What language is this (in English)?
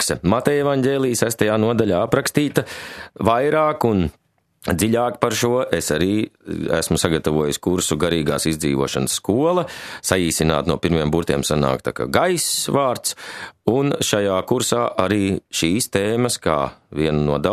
Latvian